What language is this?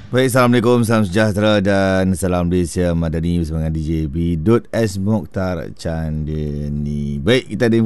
Malay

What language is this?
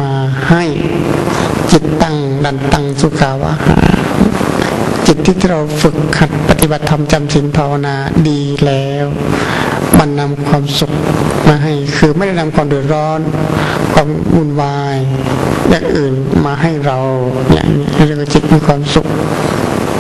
Thai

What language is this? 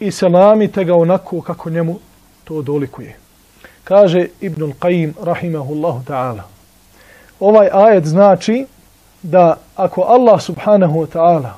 Bosnian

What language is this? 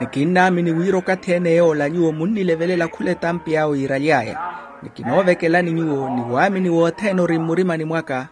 Makhuwa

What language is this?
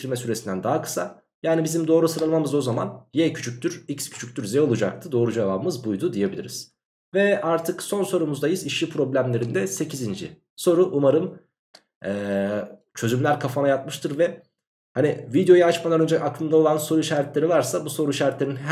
Turkish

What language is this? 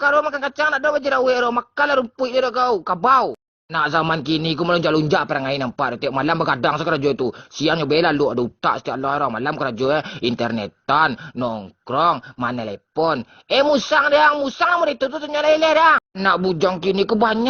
Minangkabau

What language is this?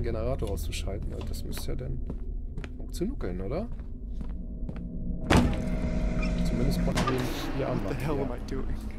German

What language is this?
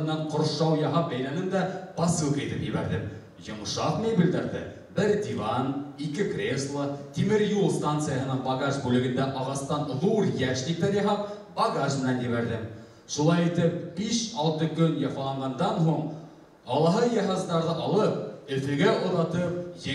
Bashkir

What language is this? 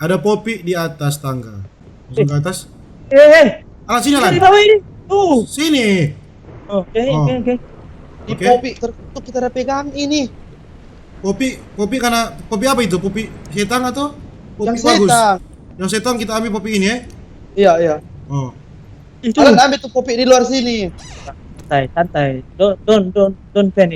Manado Malay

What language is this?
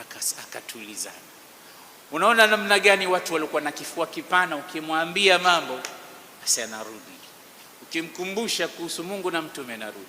Swahili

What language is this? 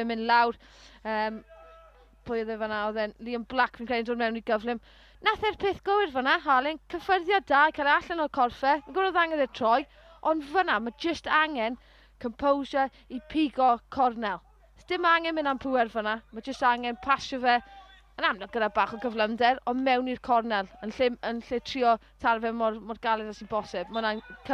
Welsh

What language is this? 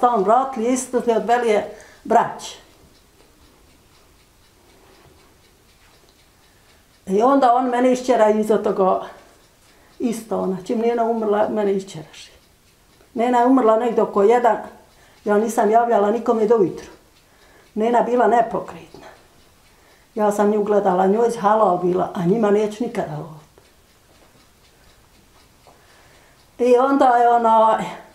Bosnian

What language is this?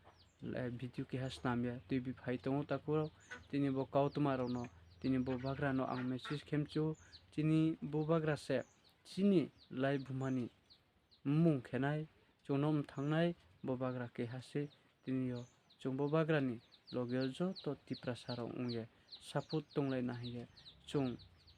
Riang (India)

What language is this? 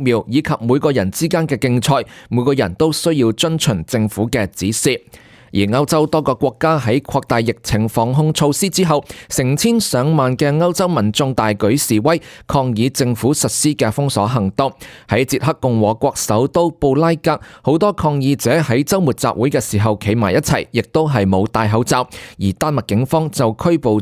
Cantonese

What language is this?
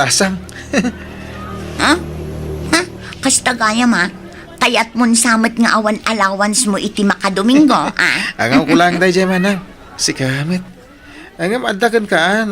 Iloko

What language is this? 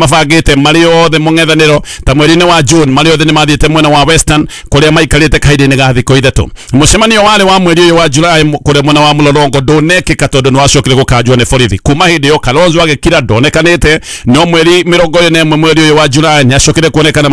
Kikuyu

